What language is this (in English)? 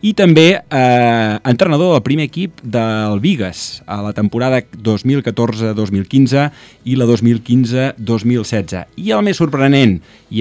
Catalan